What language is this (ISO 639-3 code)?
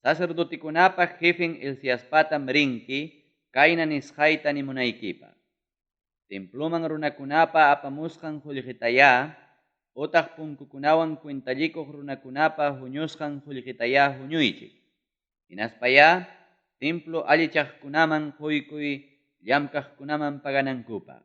quy